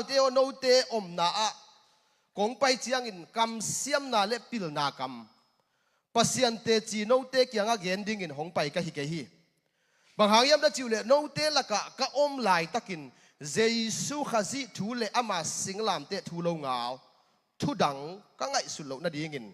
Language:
Tedim Chin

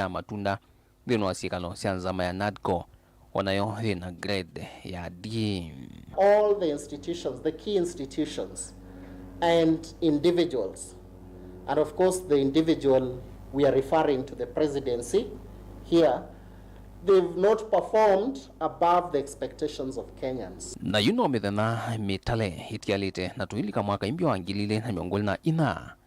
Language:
Kamba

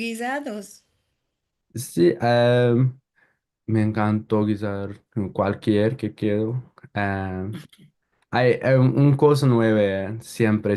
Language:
Ladino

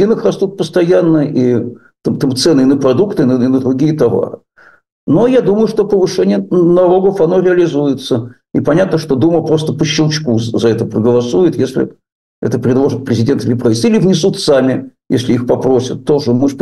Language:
Russian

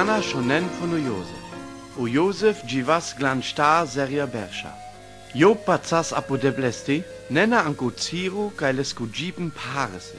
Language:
Sinte Romani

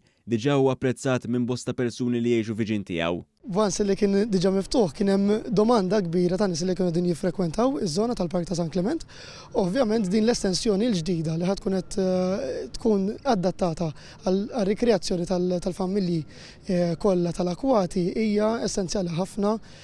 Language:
Maltese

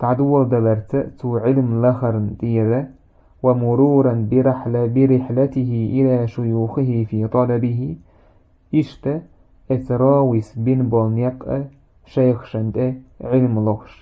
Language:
Chechen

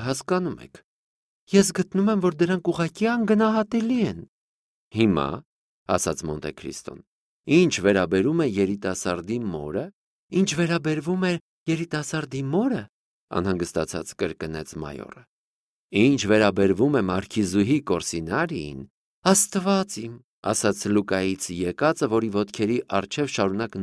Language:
Armenian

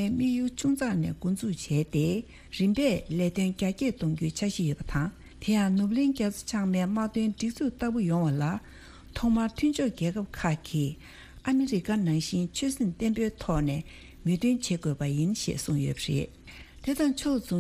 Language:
Tibetan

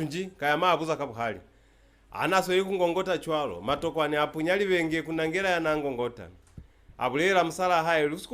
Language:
Lozi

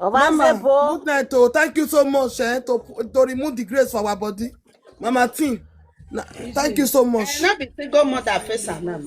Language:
Nigerian Pidgin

